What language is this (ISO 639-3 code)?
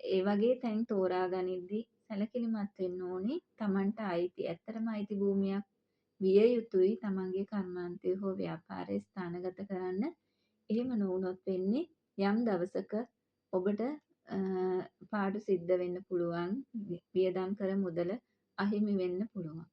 sin